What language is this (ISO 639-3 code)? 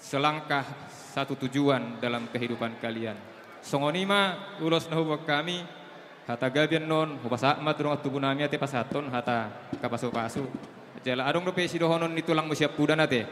bbc